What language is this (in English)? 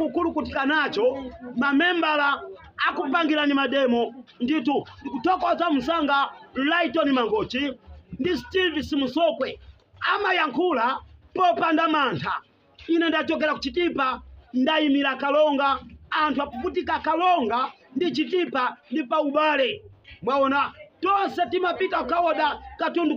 Nyanja